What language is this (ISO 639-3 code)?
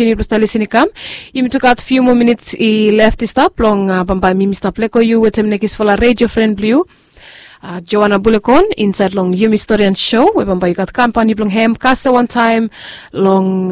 bis